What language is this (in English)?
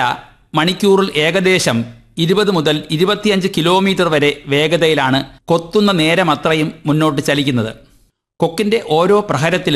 Malayalam